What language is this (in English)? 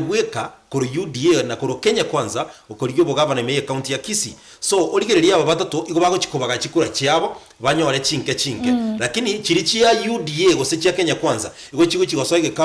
Gusii